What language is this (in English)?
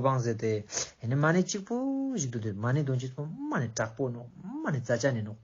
Ladakhi